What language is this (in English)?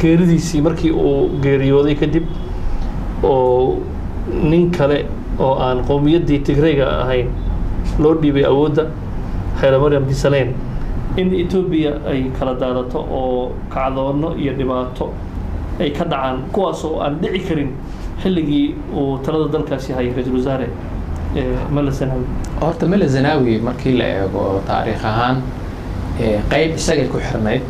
Somali